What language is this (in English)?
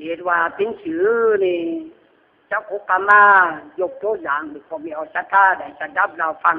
Lü